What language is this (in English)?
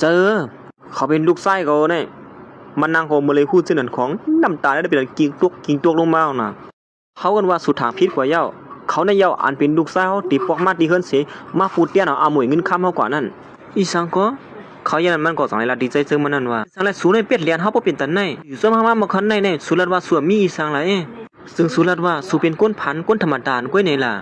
Shan